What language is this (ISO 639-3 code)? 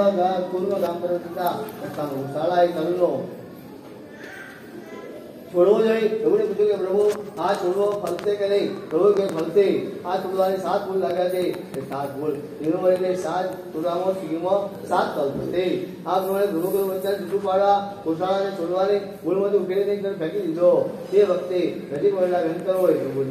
guj